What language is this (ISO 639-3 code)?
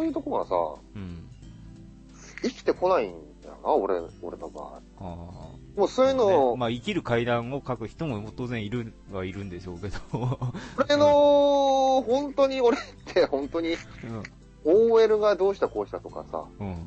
jpn